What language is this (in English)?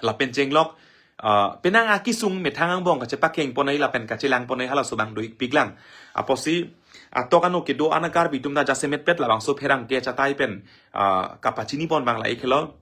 Karbi